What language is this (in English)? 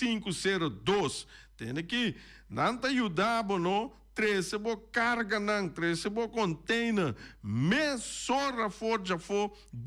Papiamento